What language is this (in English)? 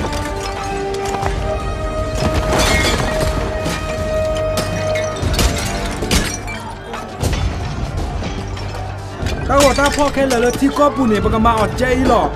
S'gaw Karen